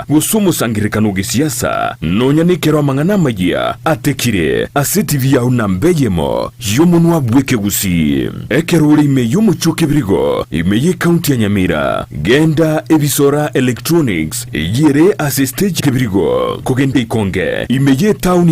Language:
Gusii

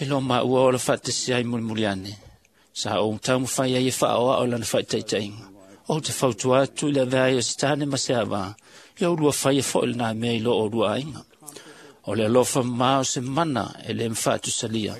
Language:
Samoan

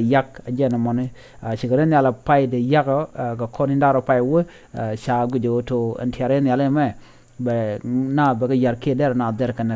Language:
Nuer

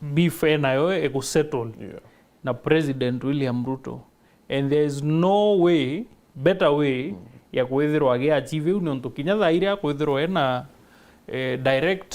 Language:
Meru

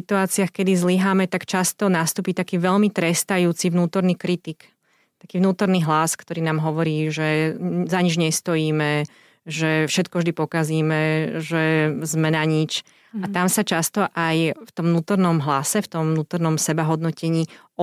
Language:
Slovak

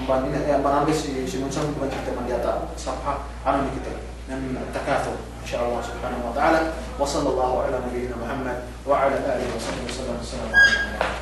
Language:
Yakan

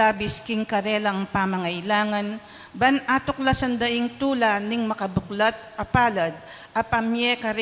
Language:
Pampanga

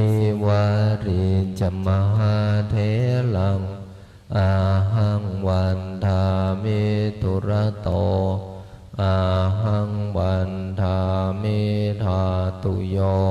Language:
Pali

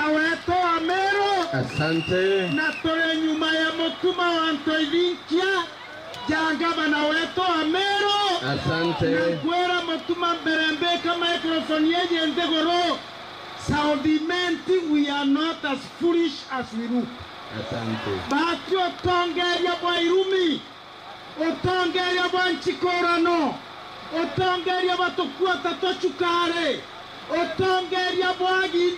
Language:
Meru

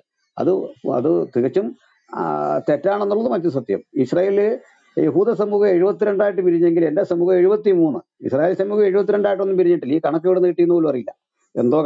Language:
Malayalam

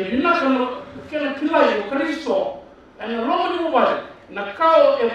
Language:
Fijian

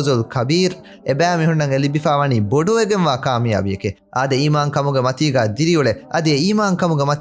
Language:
Divehi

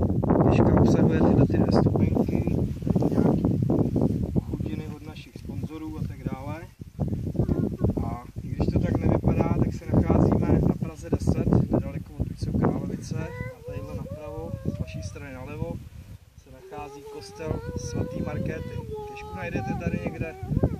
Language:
Czech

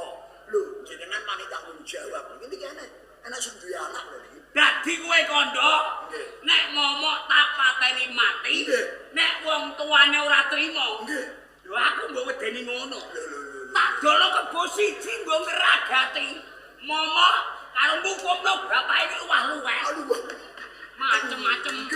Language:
Javanese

